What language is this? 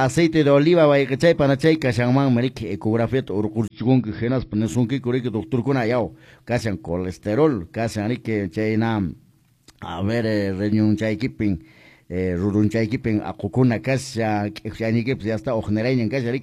Quechua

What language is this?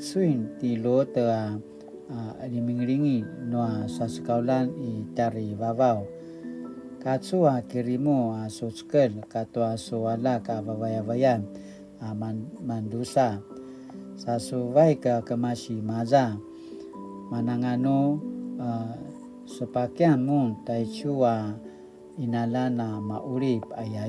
Paiwan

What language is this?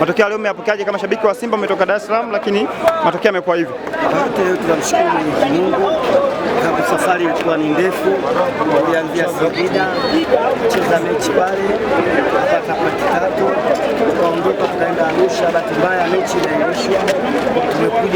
Swahili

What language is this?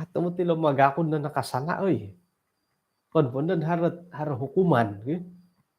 Central Dusun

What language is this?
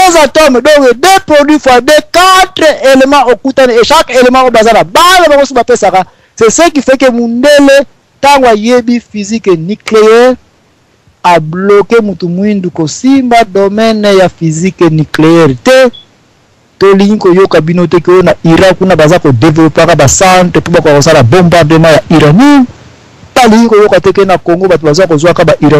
Lingala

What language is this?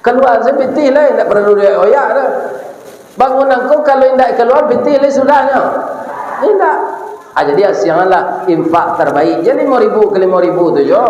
Minangkabau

